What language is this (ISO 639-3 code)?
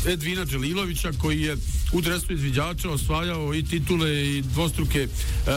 bos